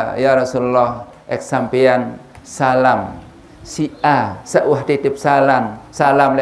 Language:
Sasak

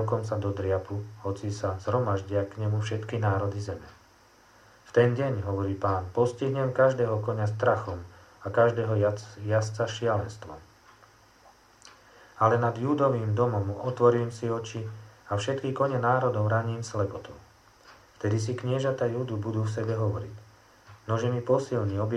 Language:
Slovak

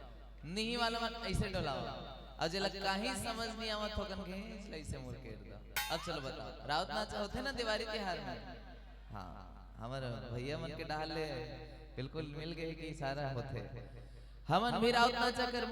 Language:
Chhattisgarhi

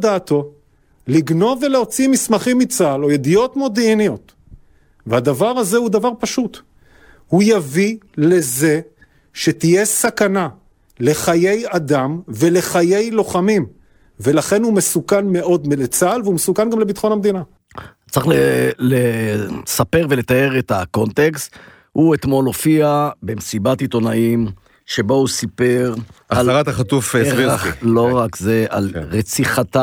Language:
Hebrew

